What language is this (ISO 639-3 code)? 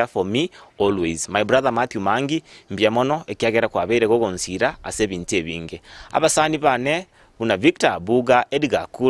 guz